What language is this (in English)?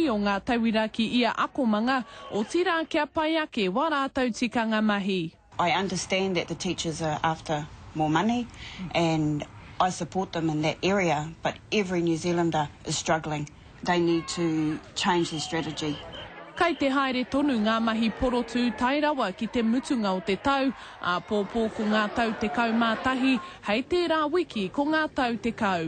Māori